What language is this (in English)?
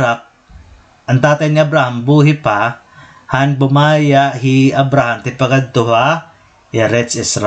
Waray